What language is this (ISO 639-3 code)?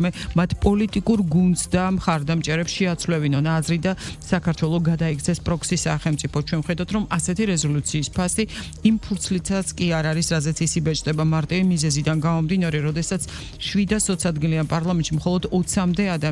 kat